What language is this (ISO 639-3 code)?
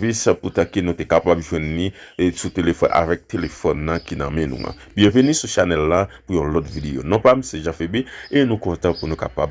hat